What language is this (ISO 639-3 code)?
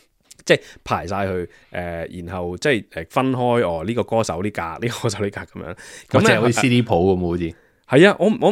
yue